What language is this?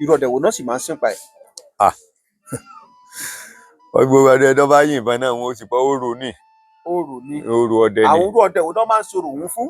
Yoruba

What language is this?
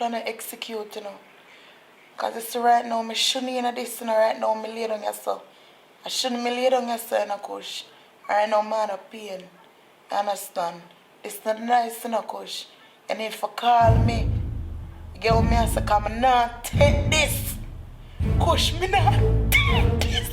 Jamaican Creole English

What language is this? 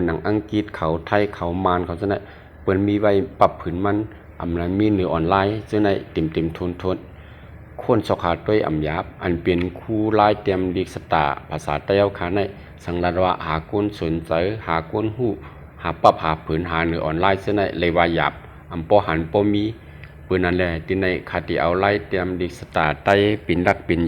Shan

